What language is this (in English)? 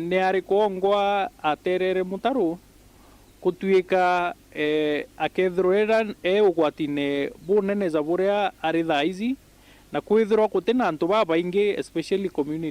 Meru